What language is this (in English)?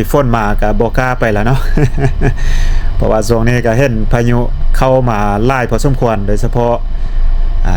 Lao